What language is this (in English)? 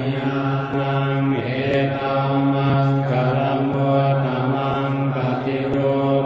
Pali